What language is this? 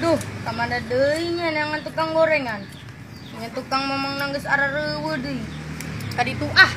Sundanese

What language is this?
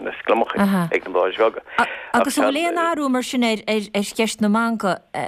Irish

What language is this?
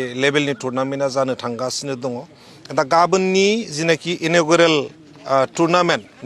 Bodo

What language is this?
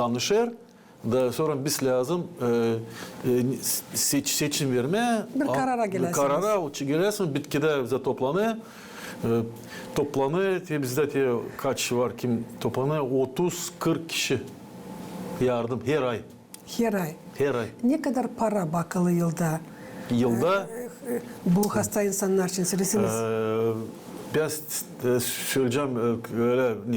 Gagauz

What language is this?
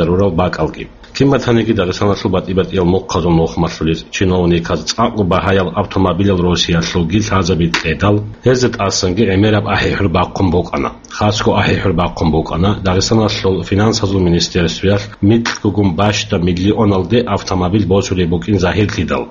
Avaric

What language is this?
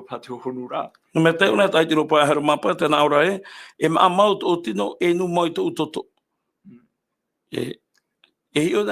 Tahitian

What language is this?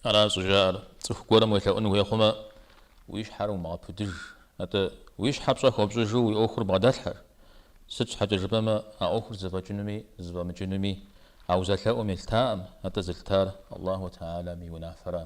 Kabardian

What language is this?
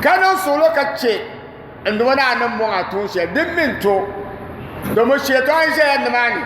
Dagbani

